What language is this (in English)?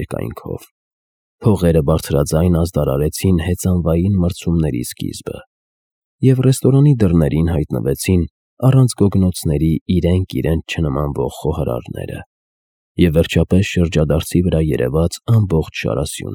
Armenian